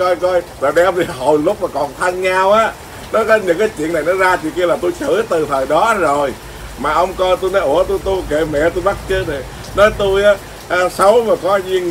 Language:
Vietnamese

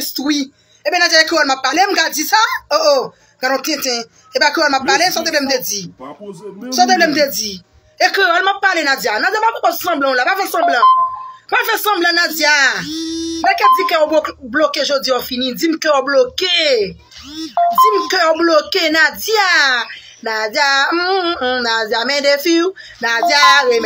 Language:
Haitian Creole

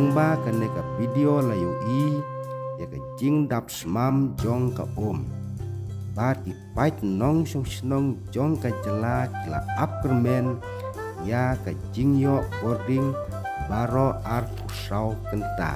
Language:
Khasi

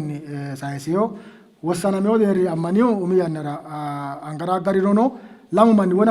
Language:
Sidamo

